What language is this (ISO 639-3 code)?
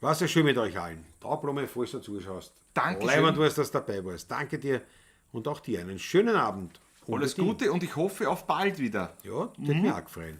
bar